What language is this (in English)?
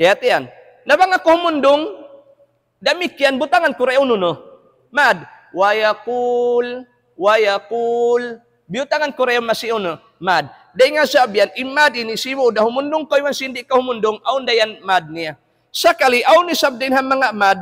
Tausug